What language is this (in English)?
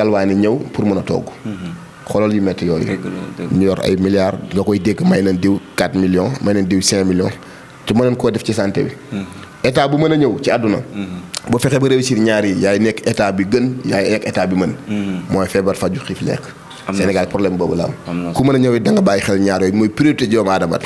Wolof